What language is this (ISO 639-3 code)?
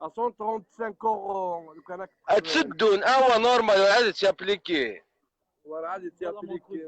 kab